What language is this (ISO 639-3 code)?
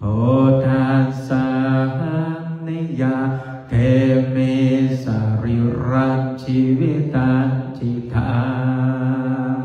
pli